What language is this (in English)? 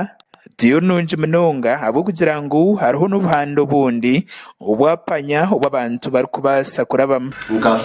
Nyankole